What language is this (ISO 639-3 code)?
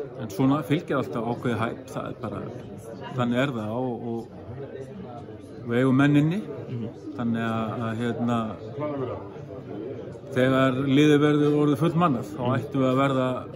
isl